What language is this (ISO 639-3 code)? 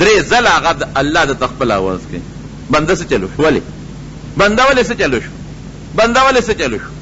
pus